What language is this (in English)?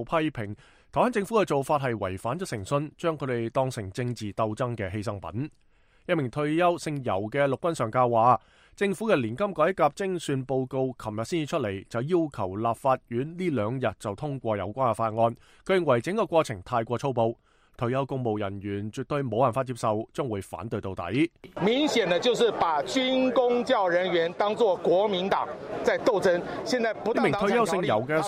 Cantonese